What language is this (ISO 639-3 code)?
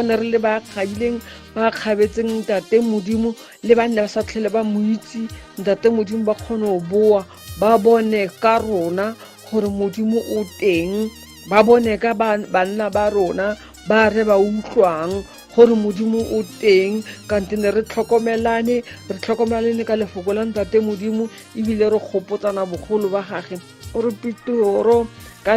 tsn